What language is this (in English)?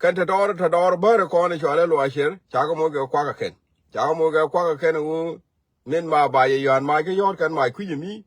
Nuer